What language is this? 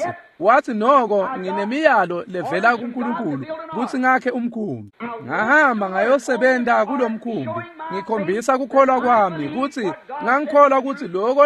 Swati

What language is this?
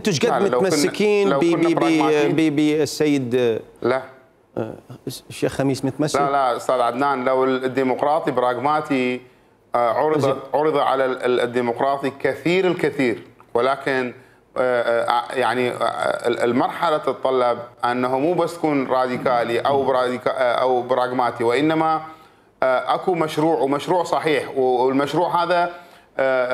Mesopotamian Arabic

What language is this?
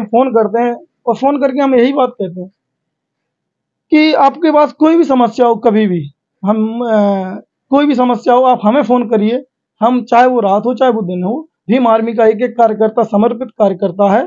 Hindi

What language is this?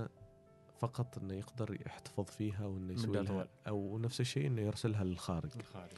Gulf Arabic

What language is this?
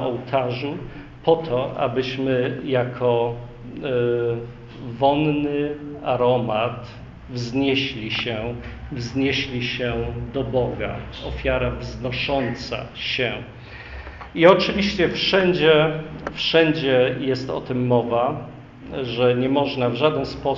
Polish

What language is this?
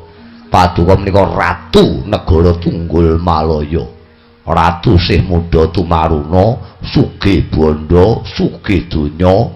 Javanese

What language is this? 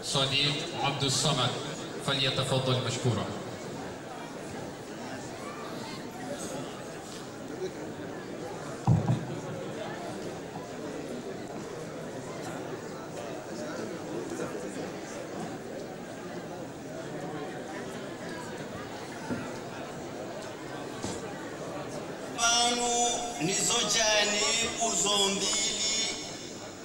Ngazidja Comorian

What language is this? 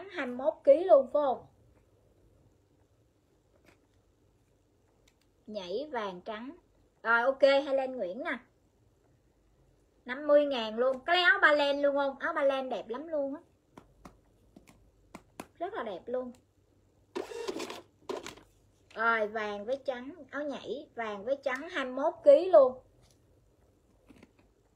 Vietnamese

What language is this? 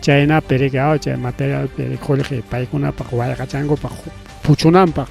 Ayacucho Quechua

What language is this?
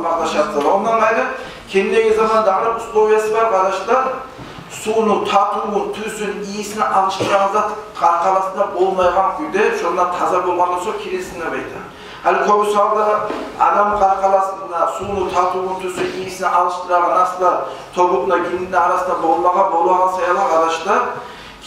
Kumyk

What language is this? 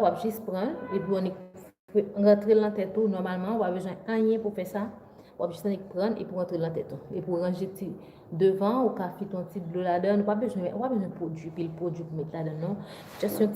Haitian Creole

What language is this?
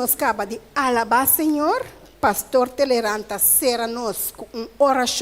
Papiamento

